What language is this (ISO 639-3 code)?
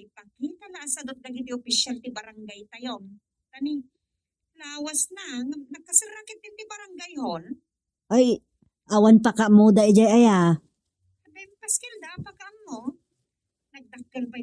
ilo